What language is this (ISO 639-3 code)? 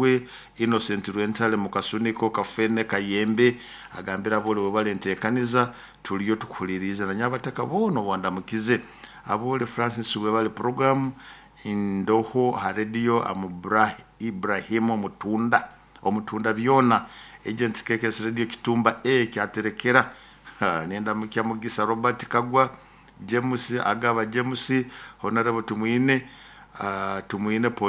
nyo